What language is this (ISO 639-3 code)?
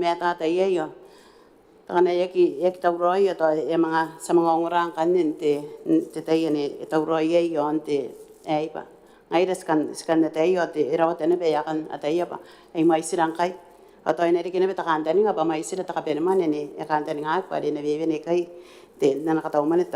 gil